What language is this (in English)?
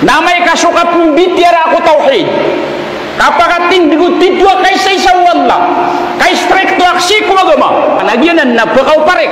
Maranao